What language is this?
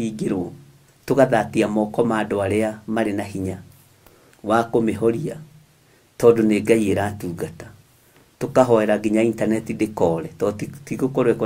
Kikuyu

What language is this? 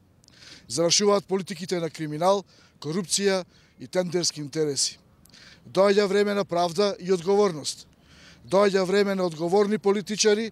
Macedonian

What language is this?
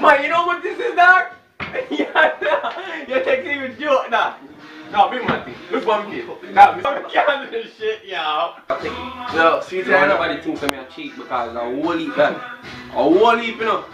Jamaican Creole English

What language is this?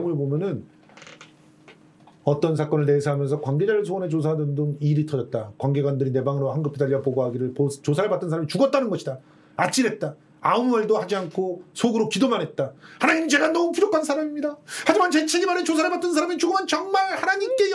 Korean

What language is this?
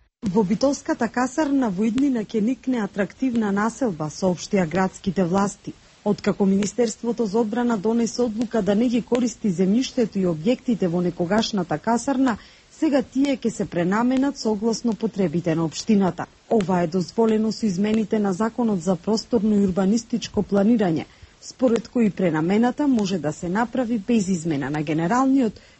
Macedonian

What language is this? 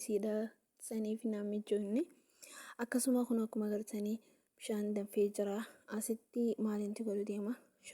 Oromo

